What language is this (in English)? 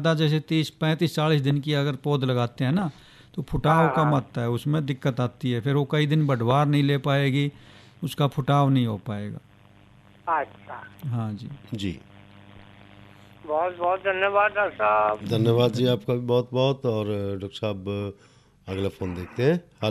Hindi